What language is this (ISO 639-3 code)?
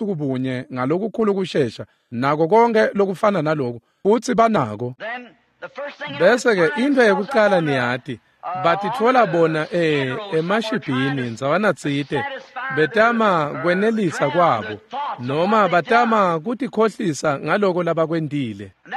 ssw